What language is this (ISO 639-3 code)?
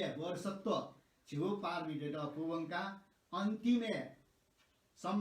new